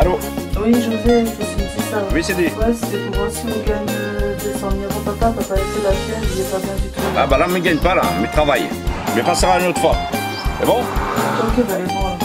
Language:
Réunion Creole French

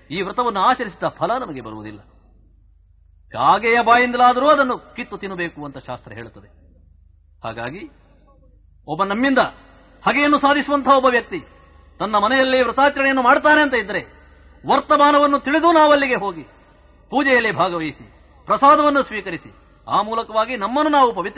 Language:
Kannada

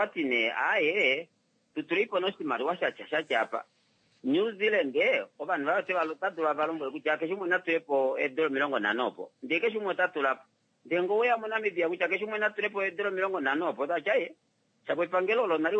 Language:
Kuanyama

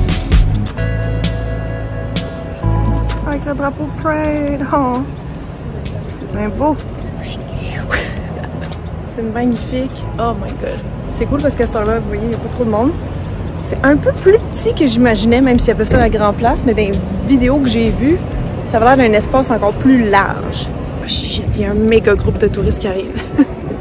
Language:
French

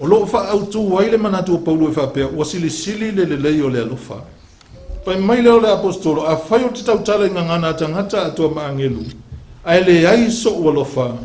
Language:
Samoan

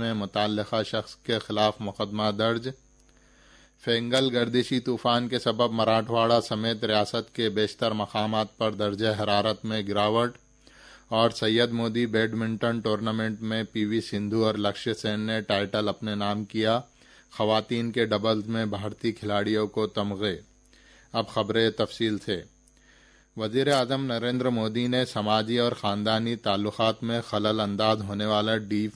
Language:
Urdu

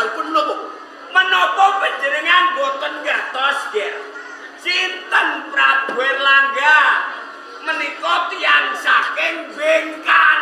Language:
Javanese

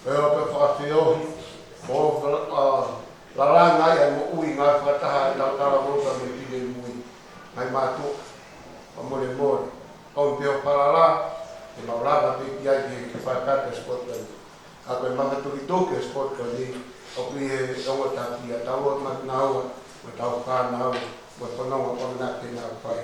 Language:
Tongan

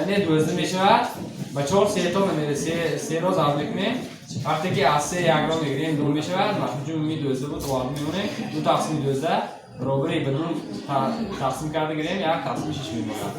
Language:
Tajik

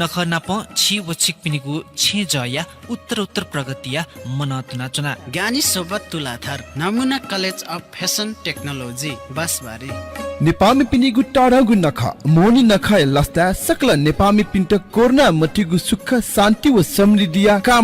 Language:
Newari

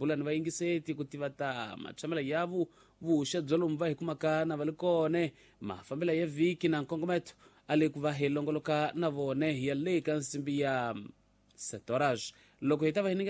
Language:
Tsonga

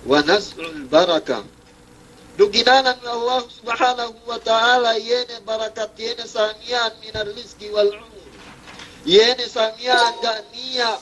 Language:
Yakan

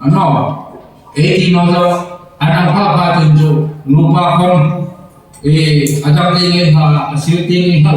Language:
Hmar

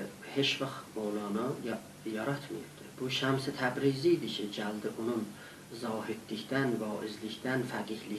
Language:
South Azerbaijani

